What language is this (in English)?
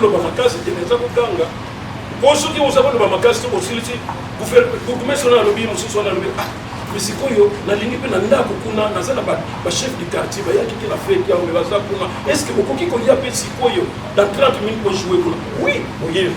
Lingala